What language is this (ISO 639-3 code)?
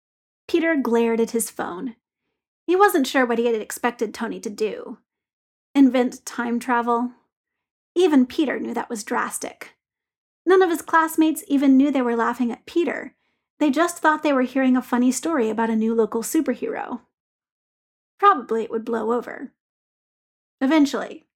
eng